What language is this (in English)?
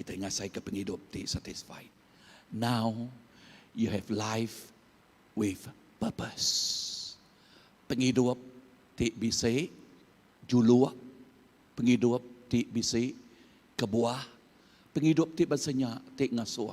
Iban